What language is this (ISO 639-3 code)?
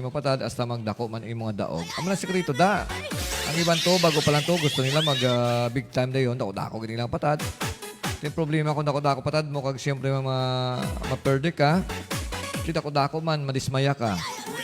hil